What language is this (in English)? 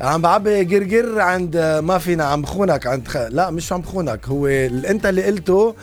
North Levantine Arabic